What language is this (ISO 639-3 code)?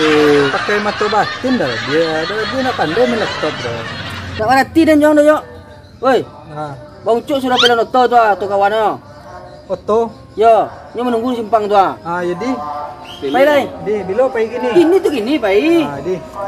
min